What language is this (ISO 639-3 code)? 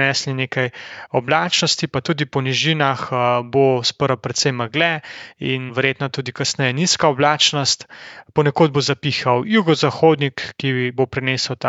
slv